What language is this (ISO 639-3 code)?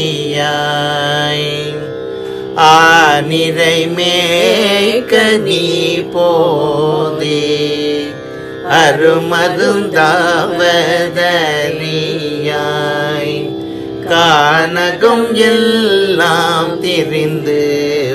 tam